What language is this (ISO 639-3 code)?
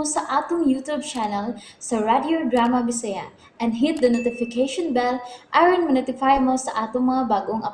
ceb